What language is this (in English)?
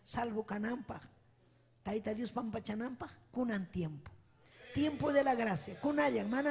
Ayacucho Quechua